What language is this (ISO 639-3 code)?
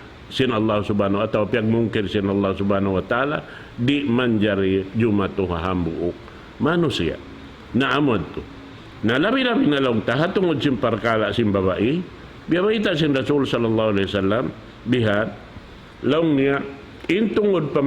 tsg